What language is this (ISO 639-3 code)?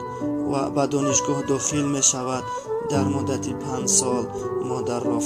tgk